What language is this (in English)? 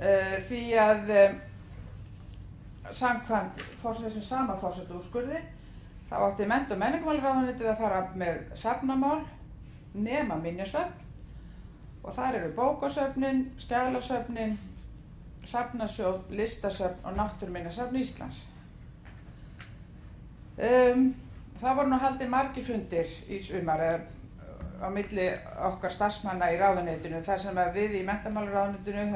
Icelandic